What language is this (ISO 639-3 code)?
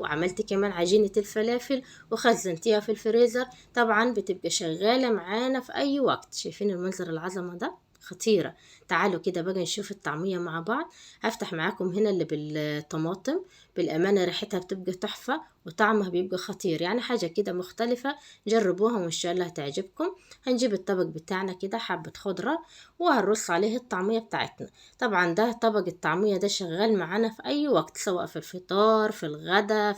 arz